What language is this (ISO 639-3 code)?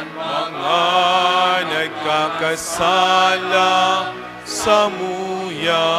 bik